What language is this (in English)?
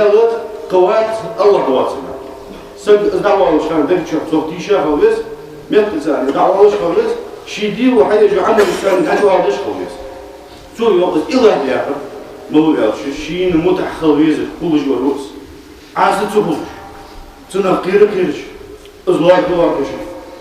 Ingush